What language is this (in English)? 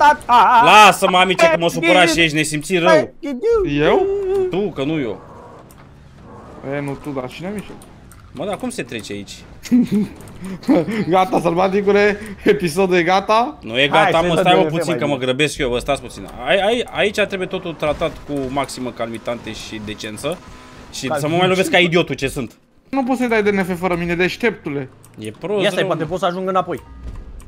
Romanian